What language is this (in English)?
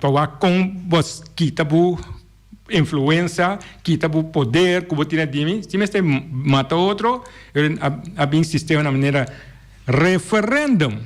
Papiamento